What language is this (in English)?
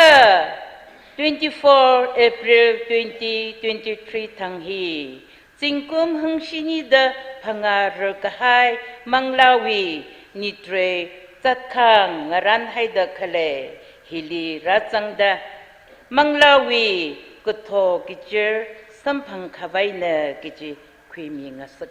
Tangkhul Naga (India)